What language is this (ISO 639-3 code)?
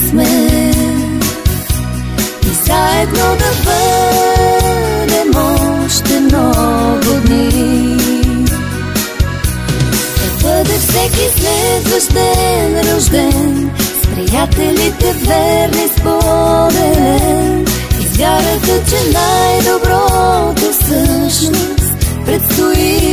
bul